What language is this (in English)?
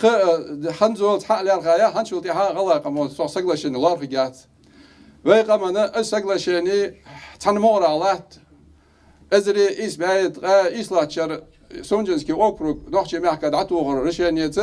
Ingush